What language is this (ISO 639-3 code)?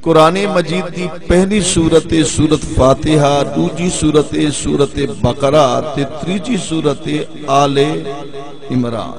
skr